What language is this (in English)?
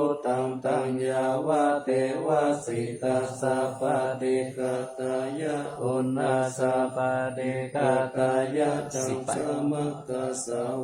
Pali